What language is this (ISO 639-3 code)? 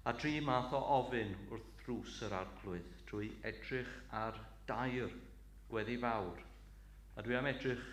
cym